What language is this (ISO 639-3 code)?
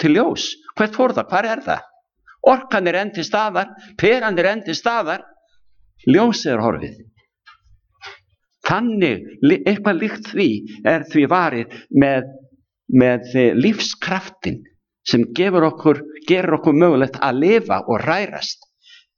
isl